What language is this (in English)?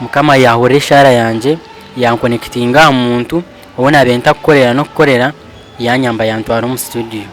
Nyankole